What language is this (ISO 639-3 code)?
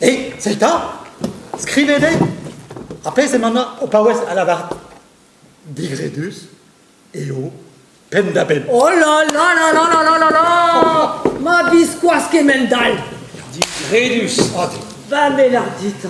bre